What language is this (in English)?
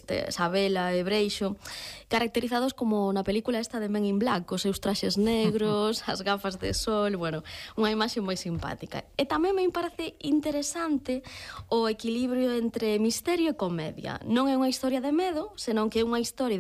Galician